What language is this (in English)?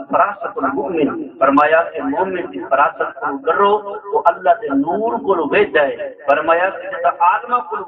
Saraiki